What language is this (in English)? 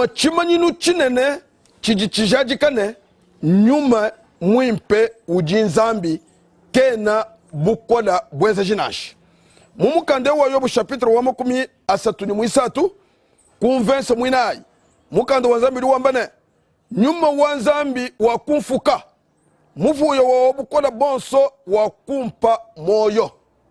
Luba-Lulua